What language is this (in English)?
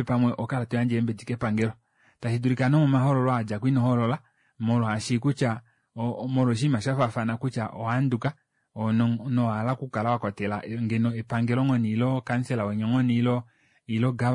Kuanyama